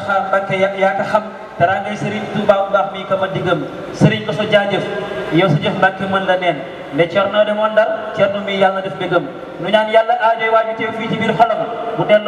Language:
Wolof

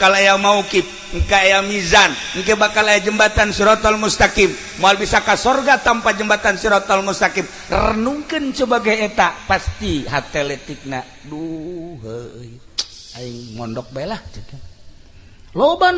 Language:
Sundanese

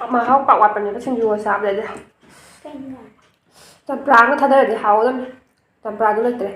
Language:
Manipuri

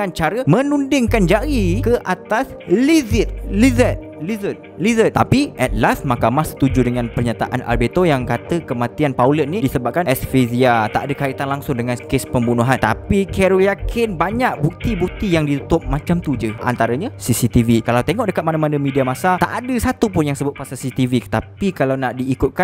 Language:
Malay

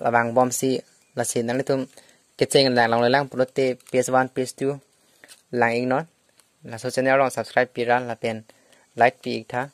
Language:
Karbi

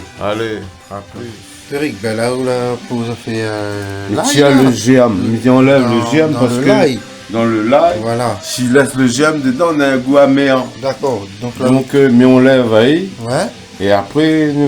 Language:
Réunion Creole French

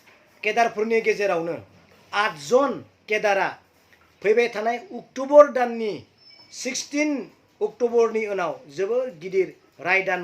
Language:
Bodo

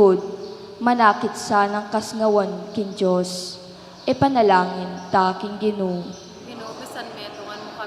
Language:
Pampanga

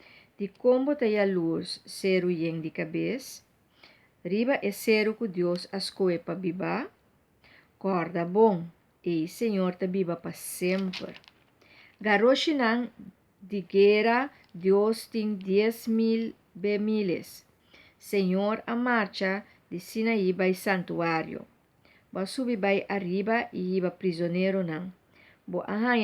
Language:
Papiamento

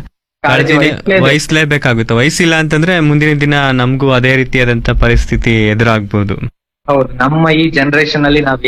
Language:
Kannada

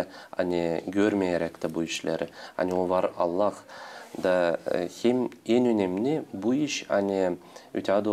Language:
Gagauz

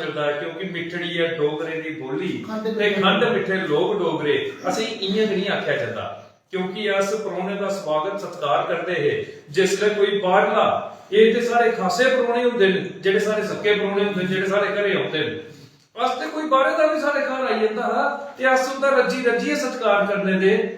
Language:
Dogri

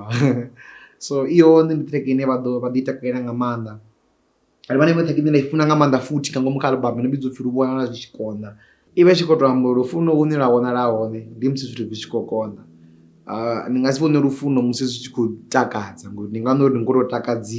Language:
Venda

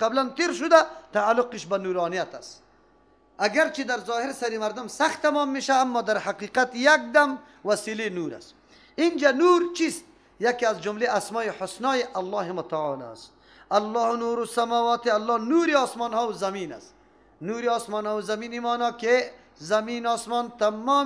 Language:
Persian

